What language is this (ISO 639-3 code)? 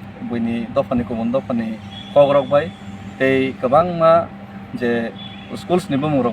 trp